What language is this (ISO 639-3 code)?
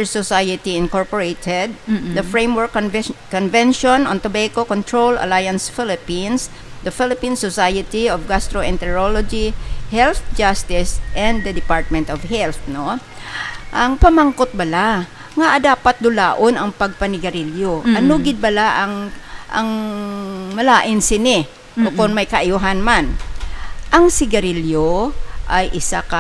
hil